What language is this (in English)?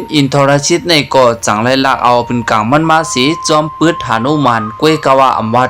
Shan